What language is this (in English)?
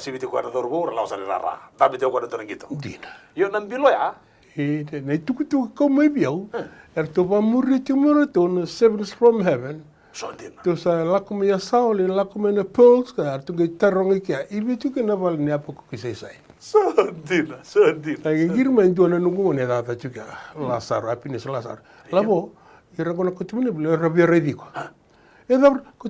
Fijian